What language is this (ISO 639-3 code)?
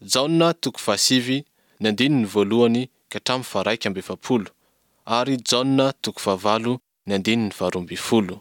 mlg